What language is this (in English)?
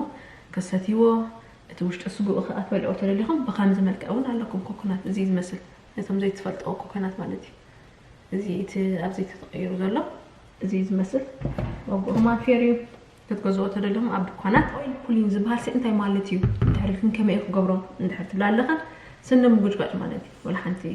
Tigrinya